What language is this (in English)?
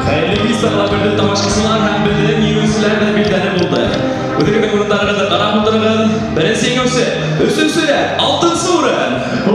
Bashkir